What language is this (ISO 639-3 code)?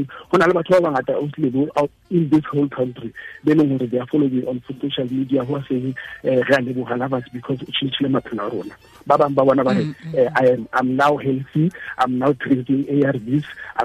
tsn